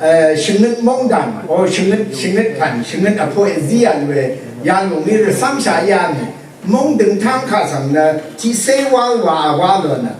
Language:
Rawang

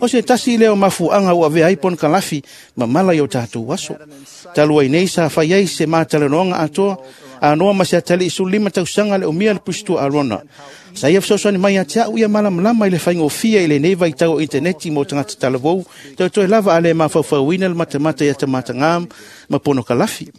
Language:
Samoan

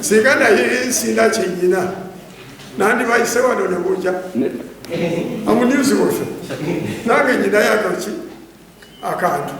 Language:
Ganda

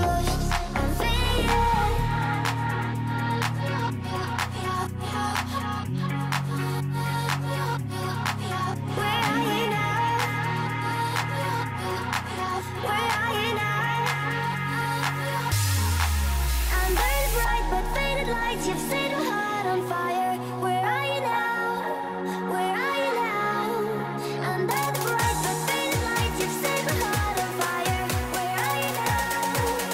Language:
English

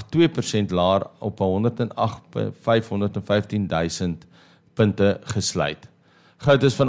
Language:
Afrikaans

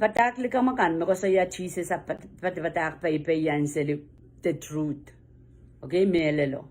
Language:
Pohnpeian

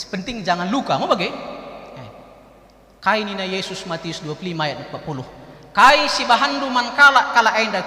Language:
Batak Karo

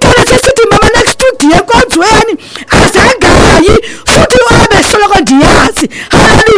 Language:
Xhosa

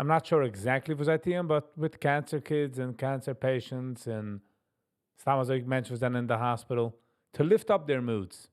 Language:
Yiddish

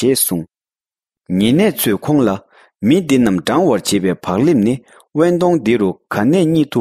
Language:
Tibetan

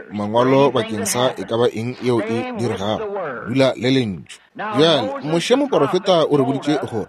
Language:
Northern Sotho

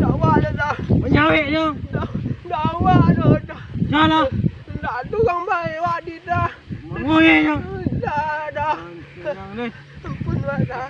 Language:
Minangkabau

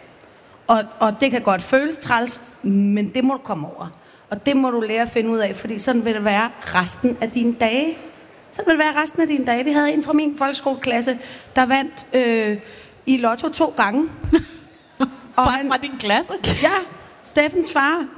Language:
Danish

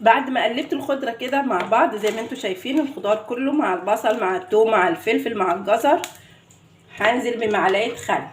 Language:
Egyptian Arabic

